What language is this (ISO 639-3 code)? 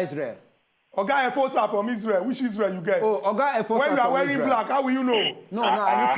pcm